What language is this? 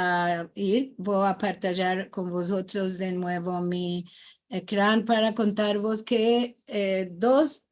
Ladino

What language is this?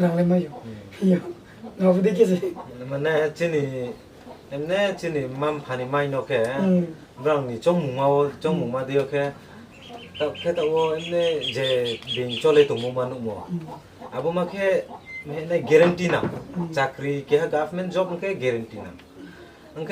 Riang (India)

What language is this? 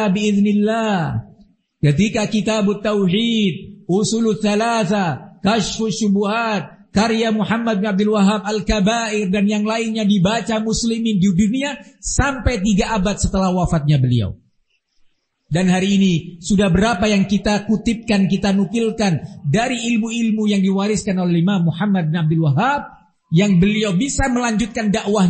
Indonesian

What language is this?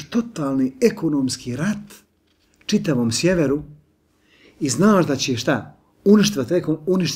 Bosnian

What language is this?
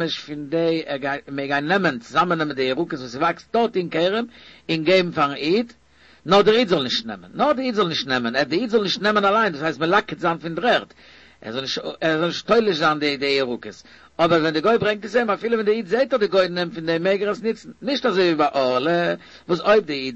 Yiddish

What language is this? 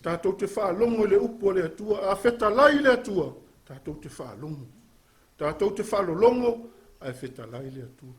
Samoan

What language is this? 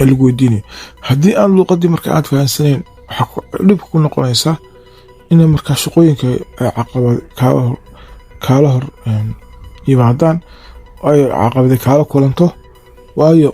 Somali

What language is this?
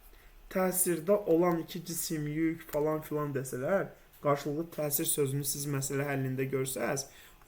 Azerbaijani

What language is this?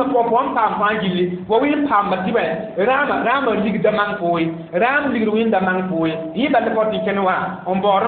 Mossi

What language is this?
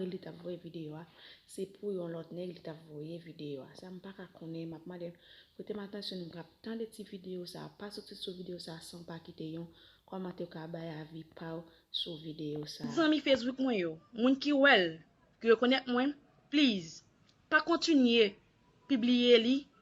Haitian Creole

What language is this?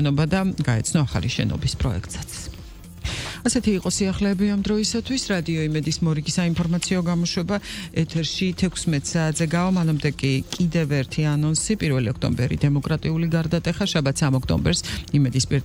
Georgian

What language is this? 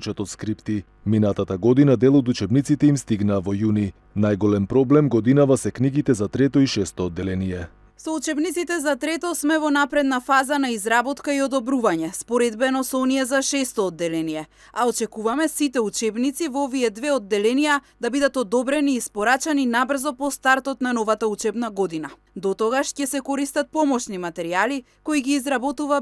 Macedonian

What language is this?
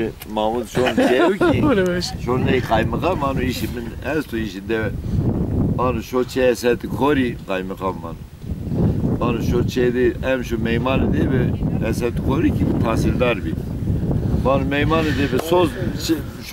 Zaza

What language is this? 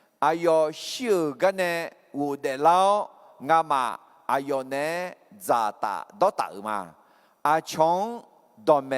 Akha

